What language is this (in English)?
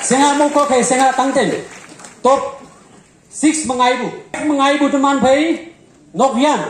Konyak Naga